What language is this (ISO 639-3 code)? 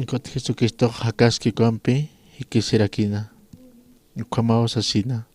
aym